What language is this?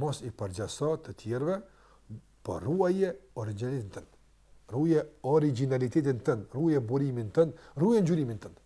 Albanian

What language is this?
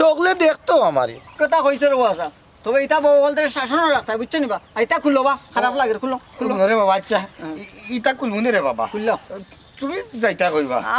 Sylheti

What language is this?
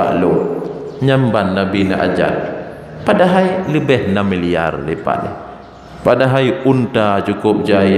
Achinese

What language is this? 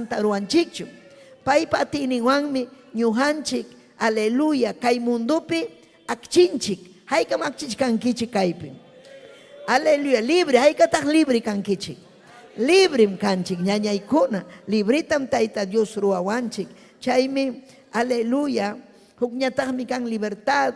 Ayacucho Quechua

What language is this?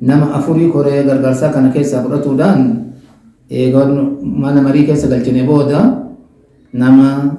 Oromo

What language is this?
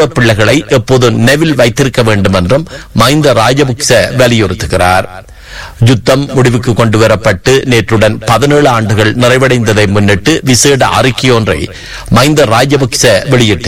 Tamil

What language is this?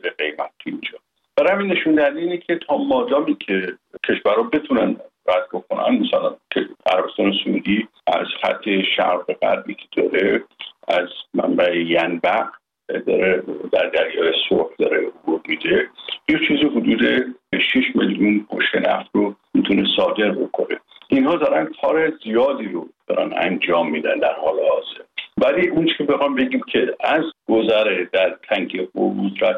Persian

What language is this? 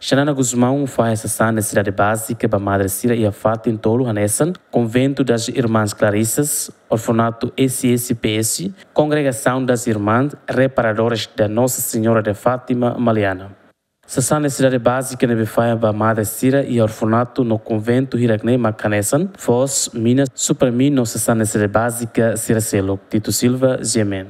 Tetum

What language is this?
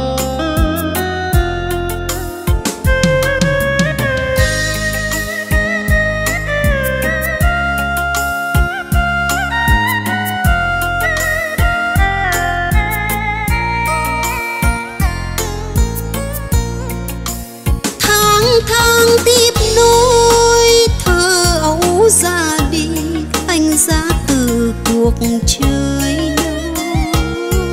Vietnamese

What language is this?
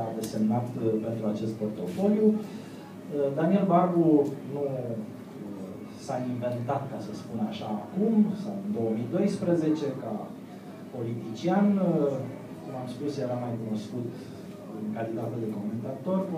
Romanian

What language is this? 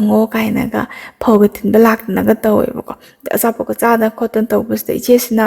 Manipuri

